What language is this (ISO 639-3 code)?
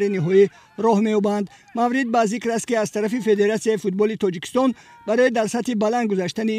tgk